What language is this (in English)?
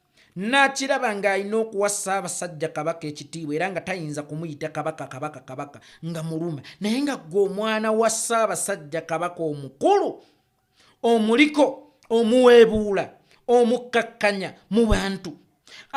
Ganda